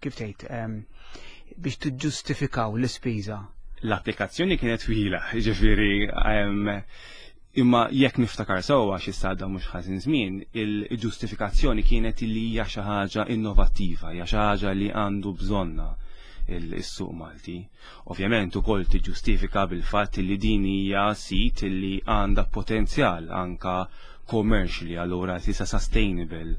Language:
Maltese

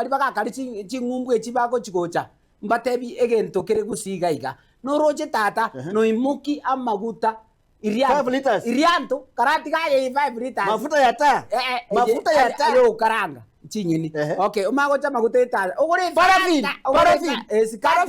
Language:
Gusii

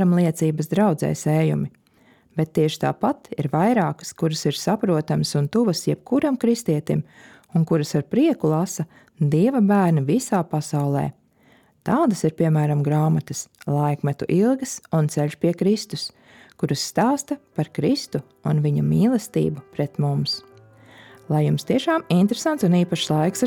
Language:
Latvian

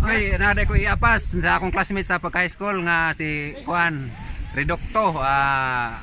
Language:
Cebuano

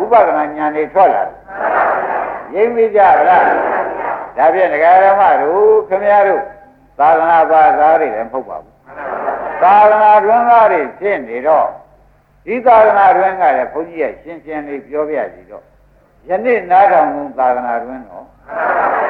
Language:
Burmese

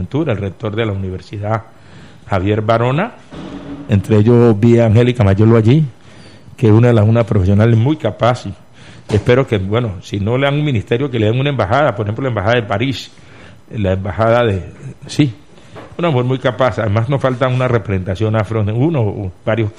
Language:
Spanish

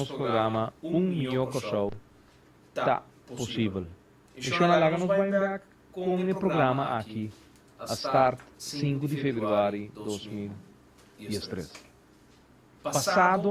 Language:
Papiamento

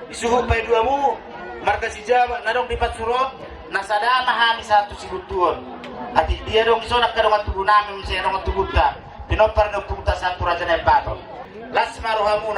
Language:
Batak Toba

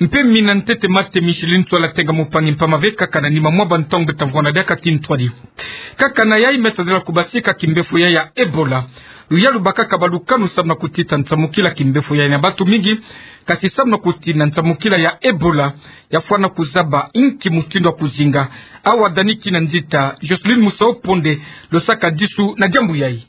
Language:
Kituba (Democratic Republic of Congo)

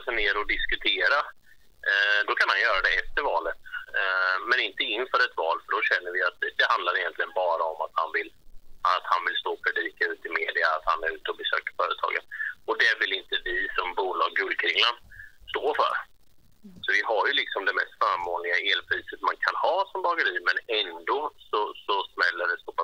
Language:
Swedish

